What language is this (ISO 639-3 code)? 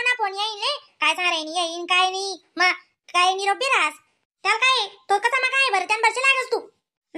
khn